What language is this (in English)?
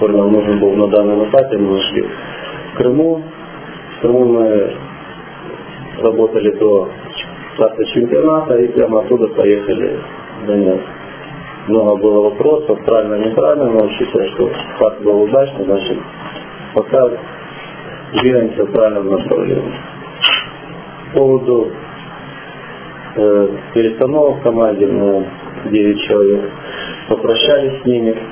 Russian